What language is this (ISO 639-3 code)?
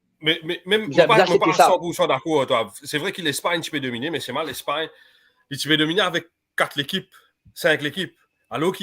mfe